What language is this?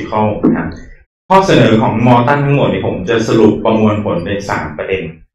Thai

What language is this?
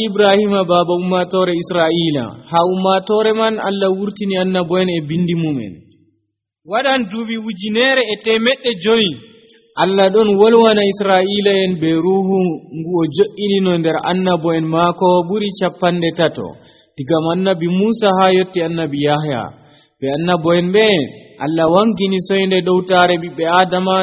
Nigerian Fulfulde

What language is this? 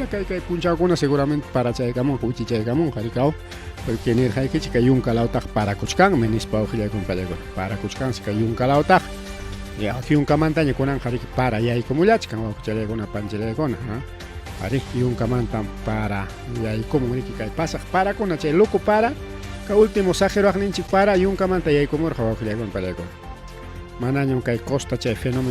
Ayacucho Quechua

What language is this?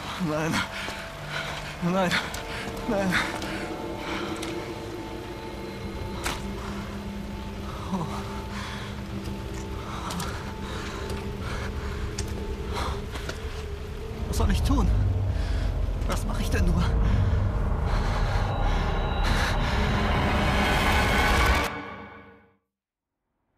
German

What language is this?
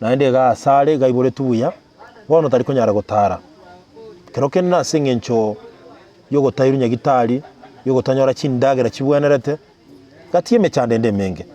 Gusii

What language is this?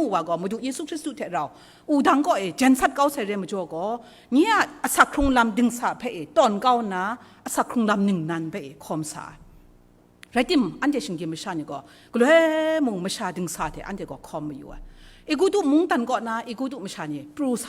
Kachin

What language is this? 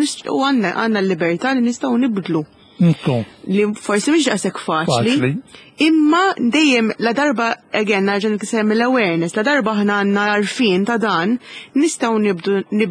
Maltese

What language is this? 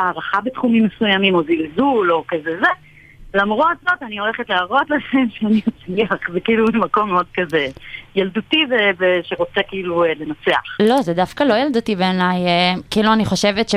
Hebrew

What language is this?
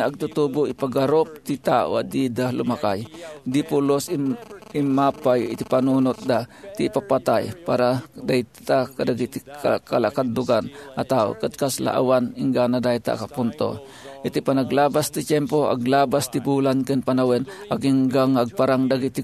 Iloko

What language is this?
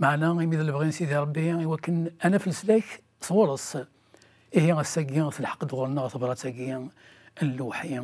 Kabyle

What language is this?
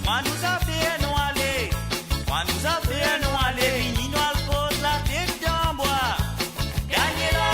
Morisyen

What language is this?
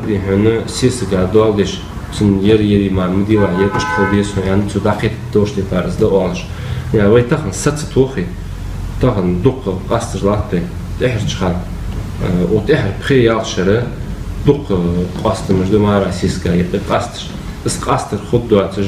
Ingush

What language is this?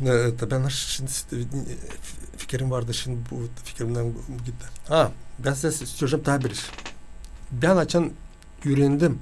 Gagauz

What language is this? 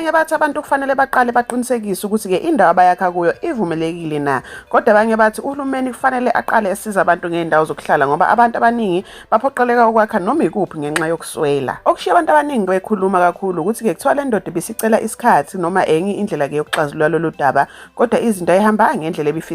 Zulu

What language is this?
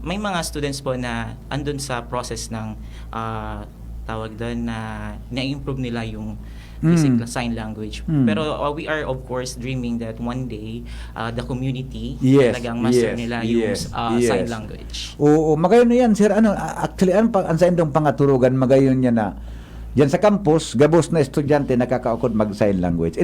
Bikol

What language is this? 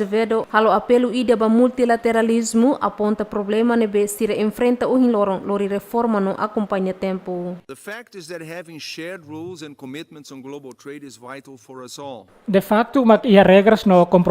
Tetum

